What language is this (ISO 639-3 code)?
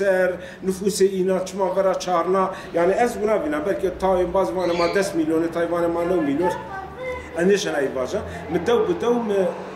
zza